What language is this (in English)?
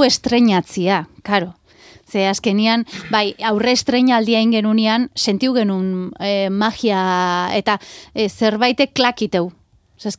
Basque